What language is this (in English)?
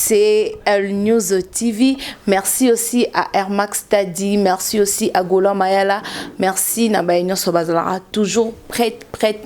Lingala